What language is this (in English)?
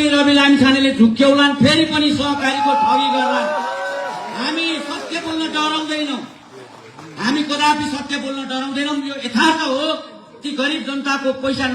Nepali